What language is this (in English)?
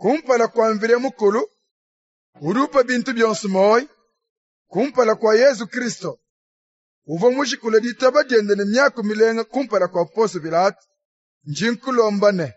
Luba-Lulua